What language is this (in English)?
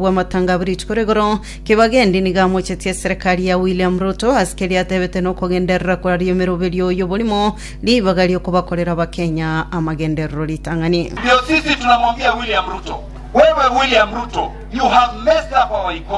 Gusii